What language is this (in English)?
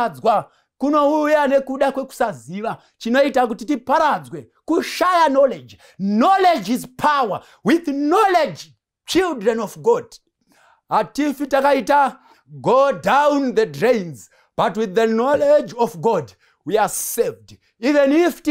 Shona